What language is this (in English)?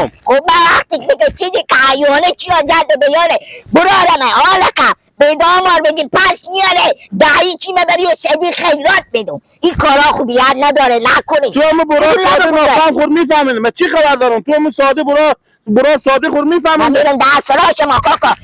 Persian